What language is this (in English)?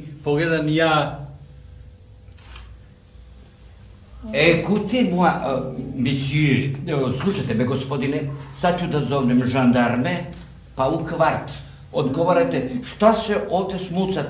Serbian